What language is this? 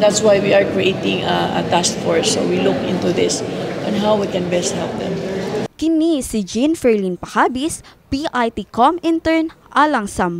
Cebuano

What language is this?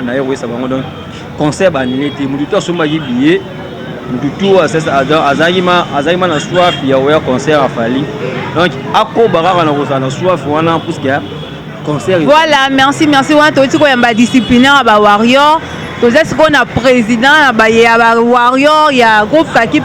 Lingala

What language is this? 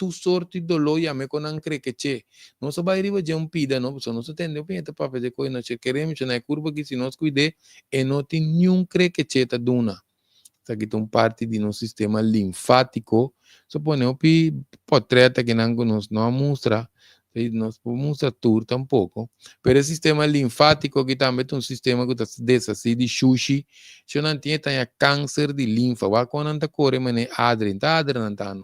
Papiamento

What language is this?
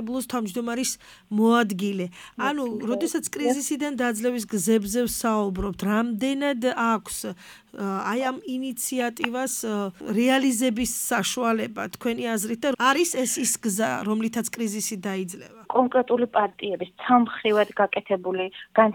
Georgian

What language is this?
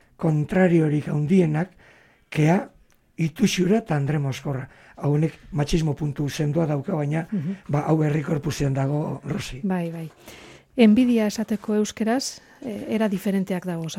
Basque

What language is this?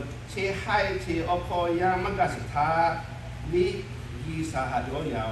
Lahu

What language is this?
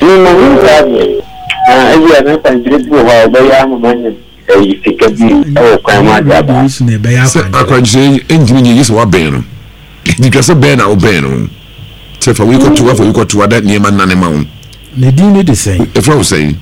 Akan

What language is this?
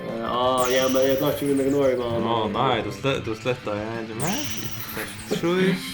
Faroese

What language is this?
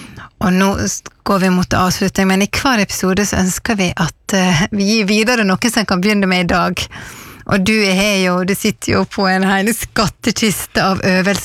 Norwegian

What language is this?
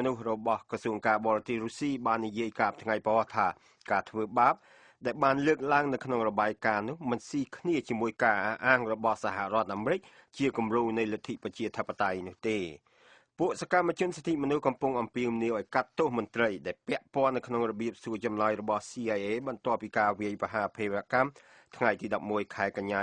Khmer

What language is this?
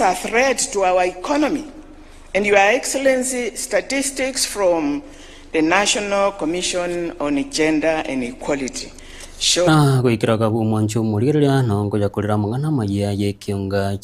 Gusii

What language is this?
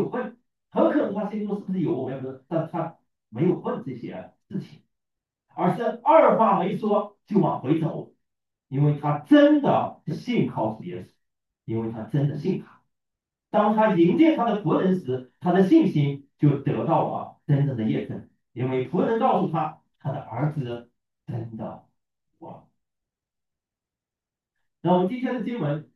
Chinese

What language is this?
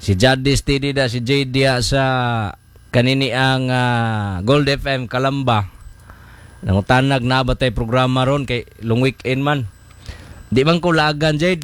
Cebuano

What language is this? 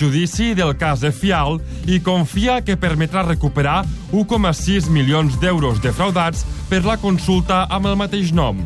Catalan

